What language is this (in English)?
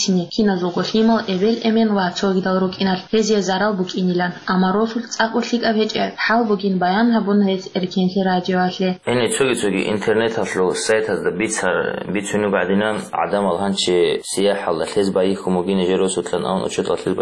Avaric